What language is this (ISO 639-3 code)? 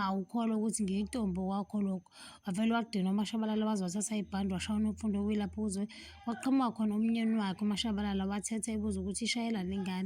zul